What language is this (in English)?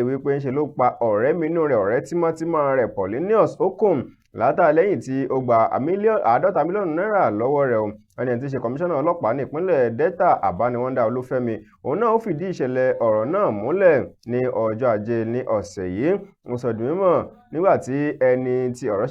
Yoruba